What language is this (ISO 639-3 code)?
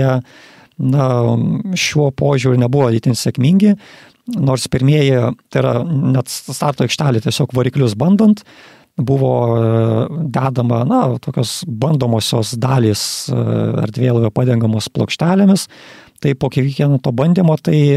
lit